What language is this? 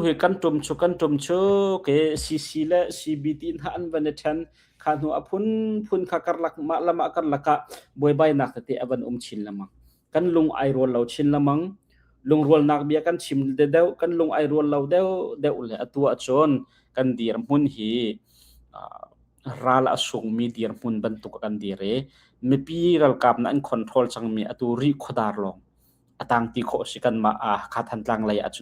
Hakha Chin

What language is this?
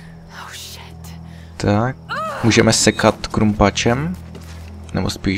Czech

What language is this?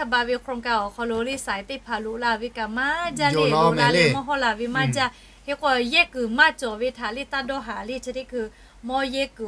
Lahu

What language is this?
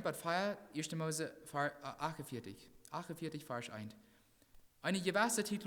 Plautdietsch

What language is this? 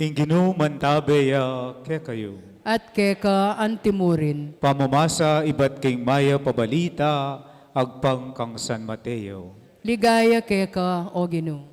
Pampanga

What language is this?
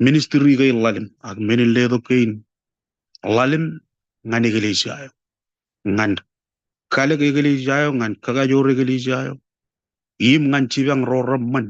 Marshallese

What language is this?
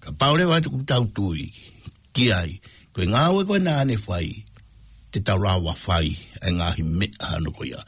Tongan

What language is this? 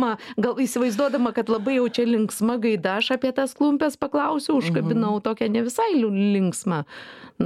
Lithuanian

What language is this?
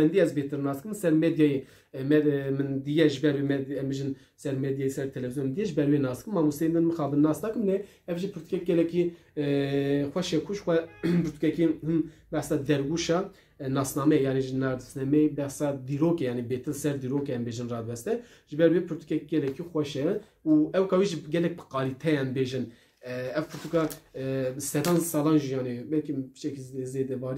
Kurdish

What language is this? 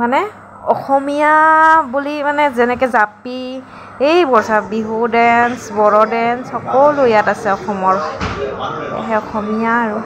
Assamese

